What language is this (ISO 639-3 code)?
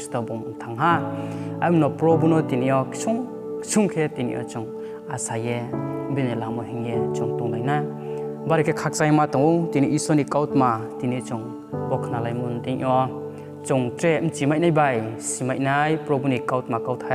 ria